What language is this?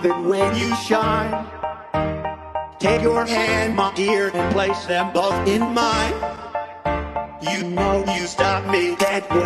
English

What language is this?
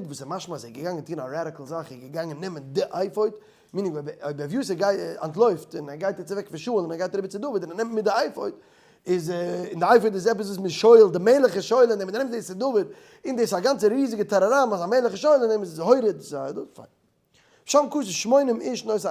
Yiddish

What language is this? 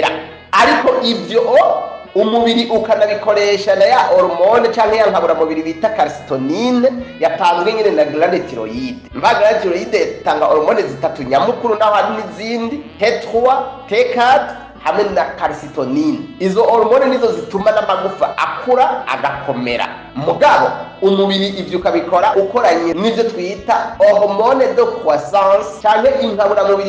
Rundi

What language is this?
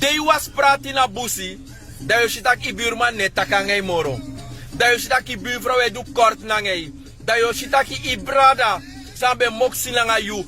Sranan Tongo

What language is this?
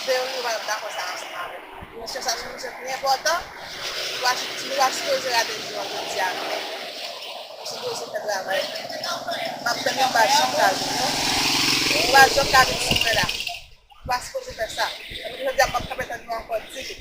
Haitian Creole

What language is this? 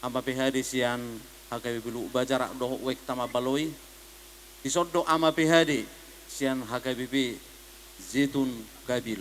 Batak Toba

